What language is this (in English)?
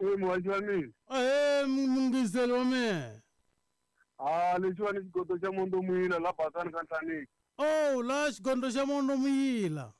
Tsonga